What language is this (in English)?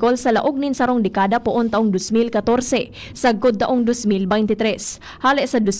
Bikol